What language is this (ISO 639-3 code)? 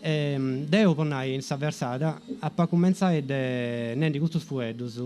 srd